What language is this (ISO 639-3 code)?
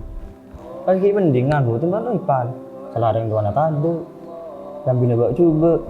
mad